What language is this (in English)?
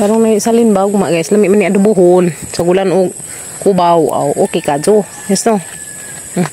Cebuano